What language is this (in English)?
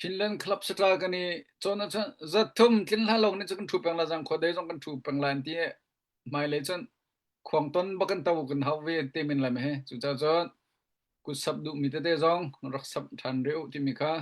Hakha Chin